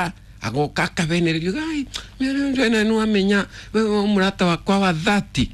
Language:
Kikuyu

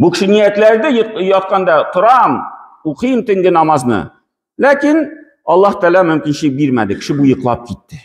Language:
Tatar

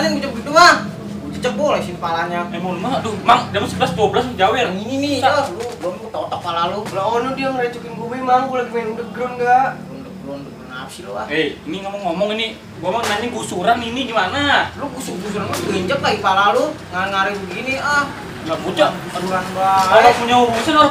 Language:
Betawi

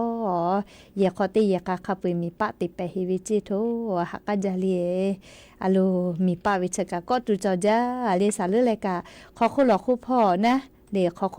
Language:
Lahu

